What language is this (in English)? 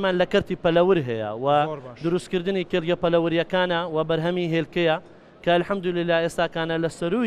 Central Kurdish